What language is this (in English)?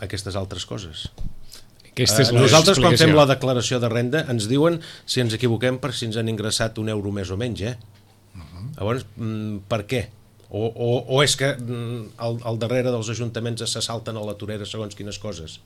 Catalan